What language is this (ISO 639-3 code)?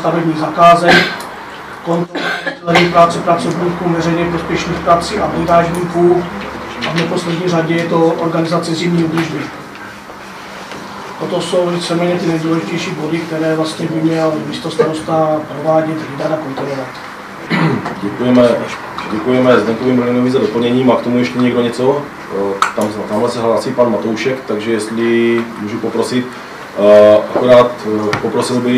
ces